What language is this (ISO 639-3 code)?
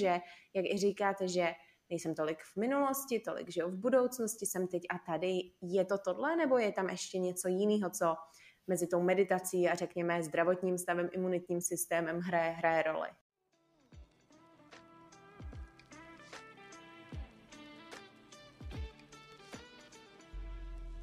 ces